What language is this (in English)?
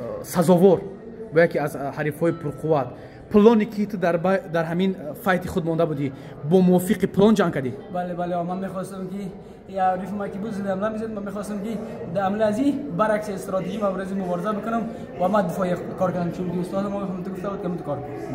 Tajik